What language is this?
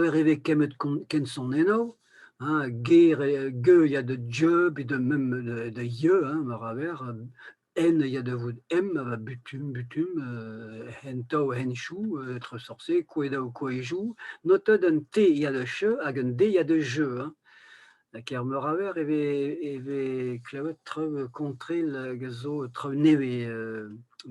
Breton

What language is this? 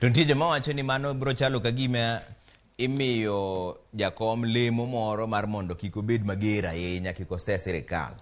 Luo (Kenya and Tanzania)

